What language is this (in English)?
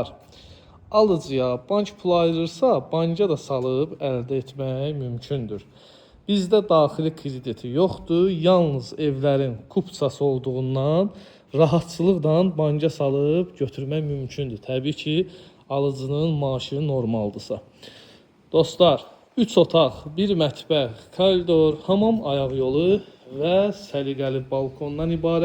Azerbaijani